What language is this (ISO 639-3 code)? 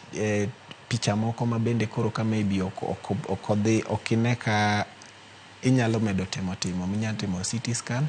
luo